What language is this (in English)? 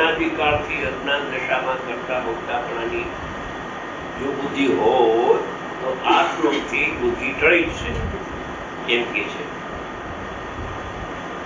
Gujarati